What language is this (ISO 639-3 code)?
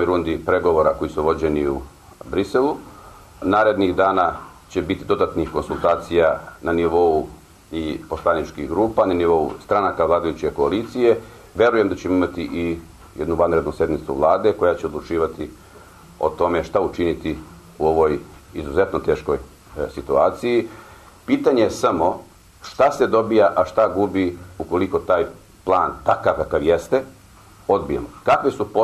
srp